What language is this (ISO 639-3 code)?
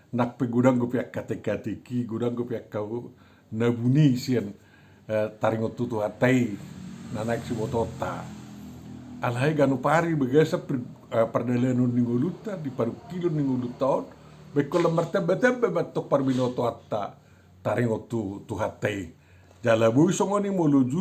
bbc